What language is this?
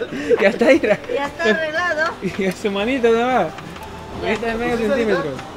Spanish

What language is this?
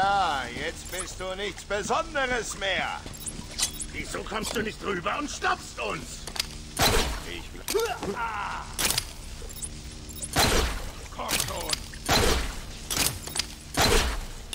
German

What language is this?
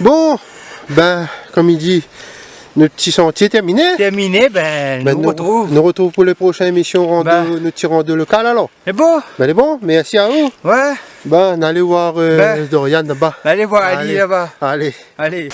Réunion Creole French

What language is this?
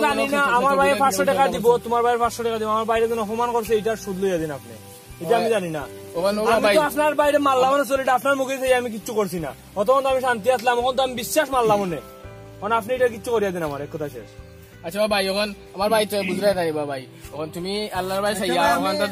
Sylheti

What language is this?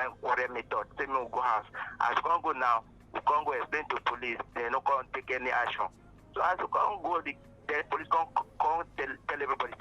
Nigerian Pidgin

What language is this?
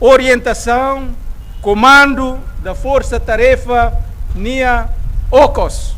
Tetum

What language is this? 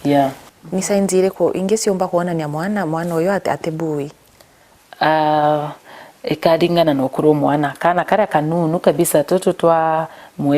Meru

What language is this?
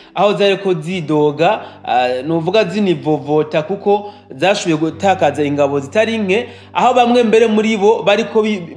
Rundi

